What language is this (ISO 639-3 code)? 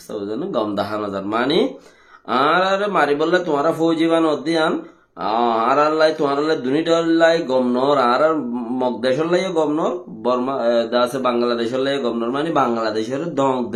rhg